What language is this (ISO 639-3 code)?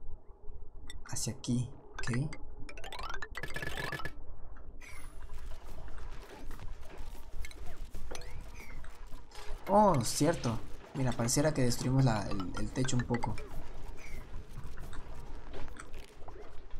spa